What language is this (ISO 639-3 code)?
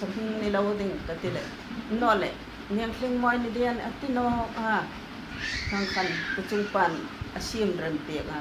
hmr